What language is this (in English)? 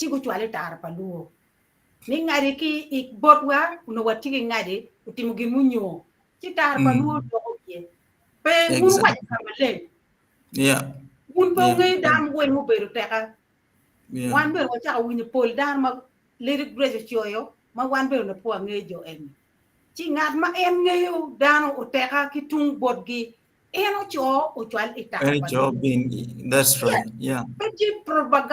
Acoli